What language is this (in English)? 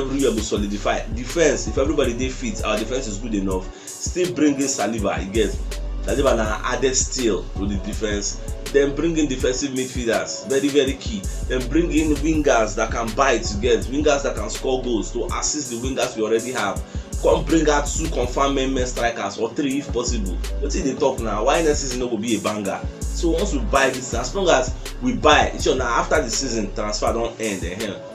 Nigerian Pidgin